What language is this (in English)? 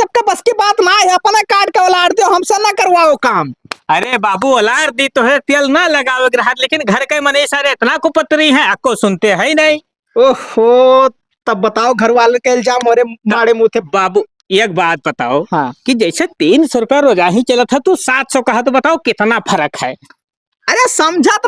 Awadhi